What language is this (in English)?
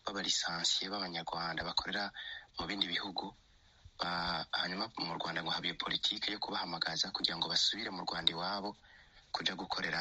Kinyarwanda